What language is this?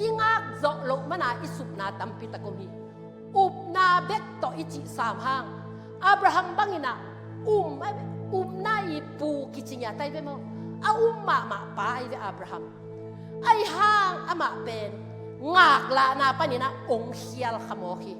Tedim Chin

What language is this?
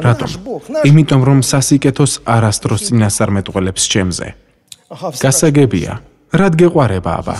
Georgian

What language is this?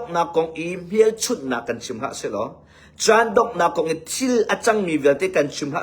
Hakha Chin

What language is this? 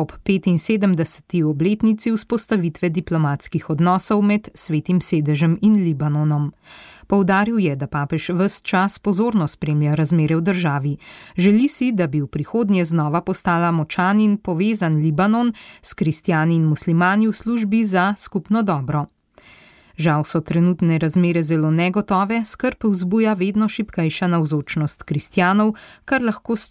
Slovenian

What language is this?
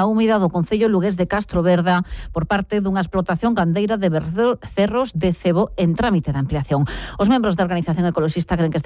Galician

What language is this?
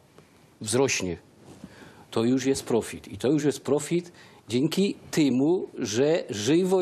Silesian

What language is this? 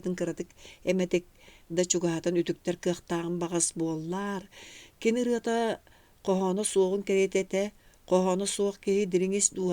Yakut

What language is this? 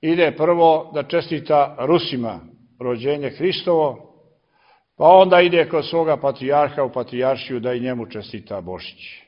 Serbian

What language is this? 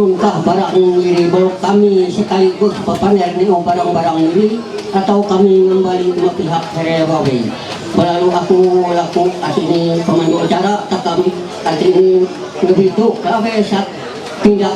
Ma'anyan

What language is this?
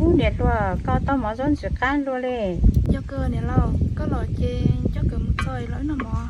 Hmong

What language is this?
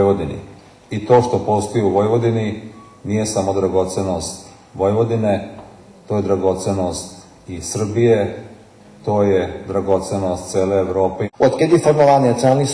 Rusyn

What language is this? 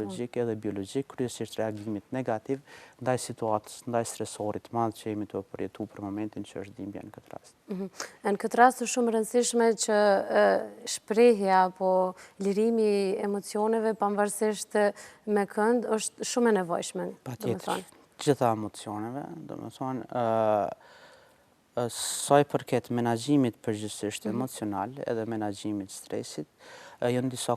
Albanian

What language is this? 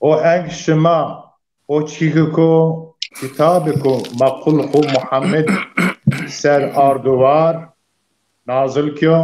Zaza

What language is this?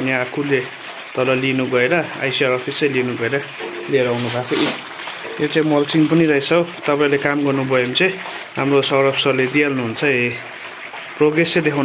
Nepali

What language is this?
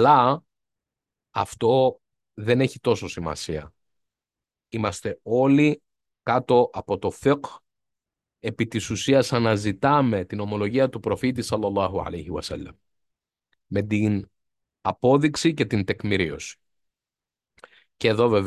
Greek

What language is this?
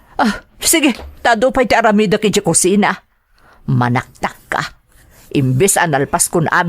Iloko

